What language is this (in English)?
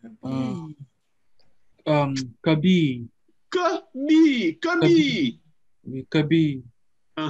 French